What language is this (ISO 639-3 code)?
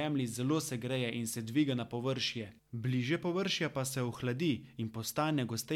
slv